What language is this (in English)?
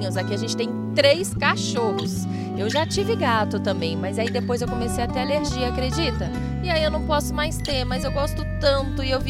Portuguese